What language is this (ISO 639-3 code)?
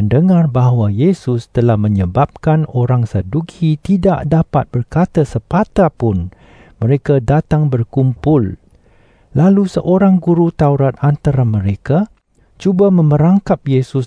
msa